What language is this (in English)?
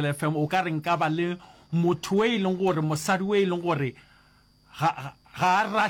Northern Sotho